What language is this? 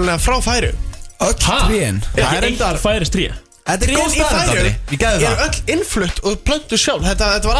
Icelandic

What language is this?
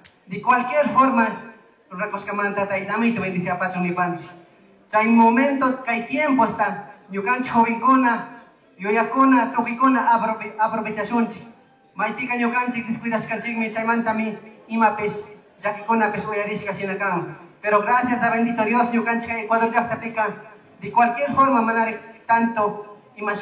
Chimborazo Highland Quichua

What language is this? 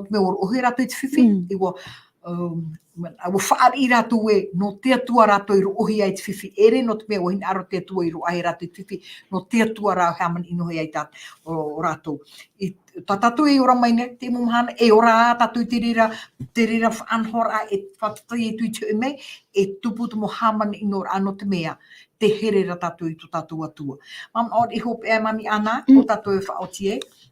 Tahitian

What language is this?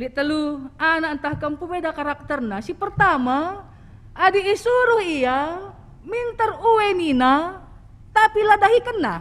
Batak Karo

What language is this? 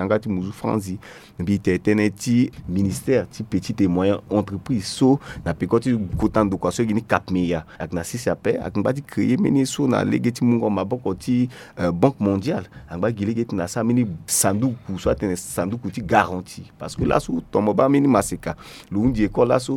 Sango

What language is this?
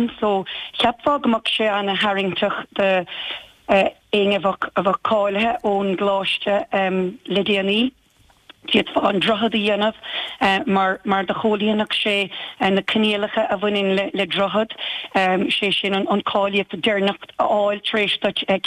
Irish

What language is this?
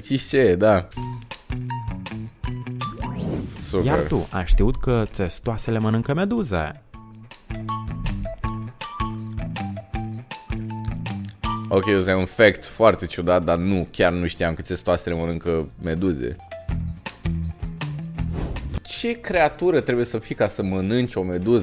Romanian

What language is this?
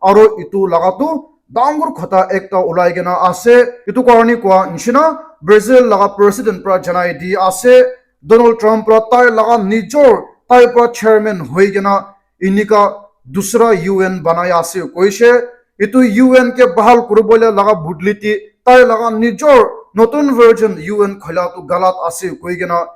Naga Pidgin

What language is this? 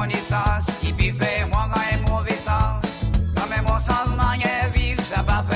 Seselwa Creole French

